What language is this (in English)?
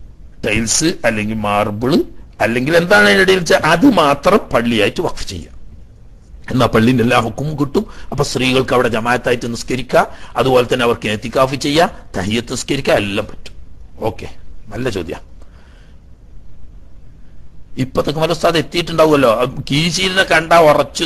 Malayalam